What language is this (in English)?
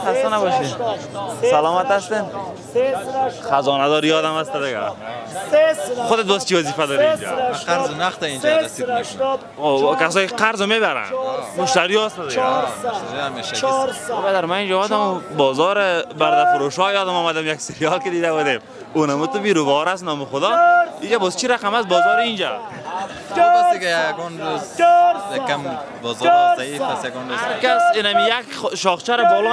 Persian